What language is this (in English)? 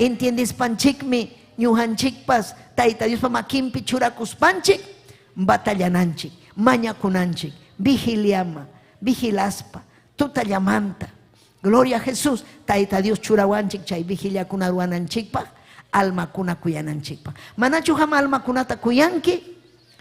Ayacucho Quechua